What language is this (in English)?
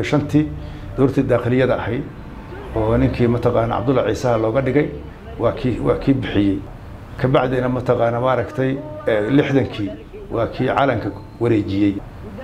Somali